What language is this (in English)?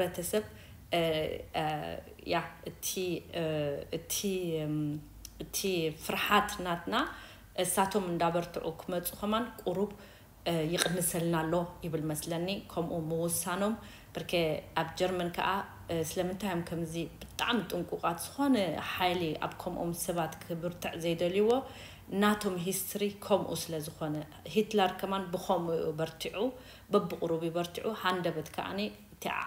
Tigrinya